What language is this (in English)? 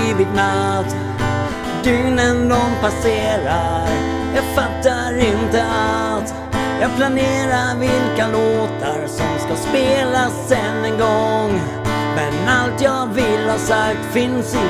Swedish